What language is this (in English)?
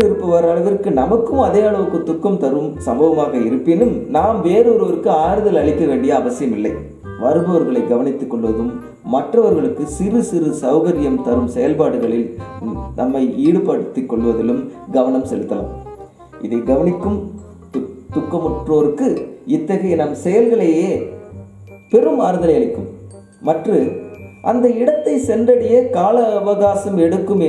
Tamil